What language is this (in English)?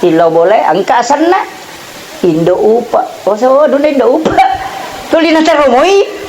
Buginese